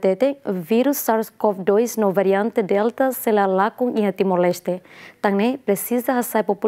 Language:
Tetum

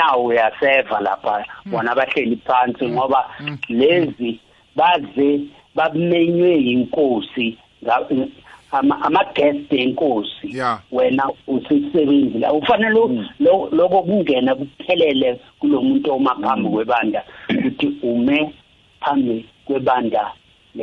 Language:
South Ndebele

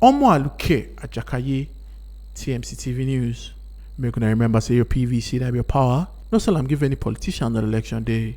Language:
Nigerian Pidgin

